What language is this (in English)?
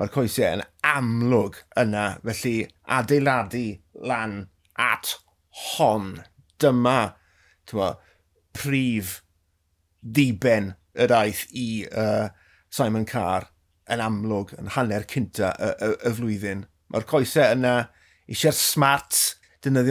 Welsh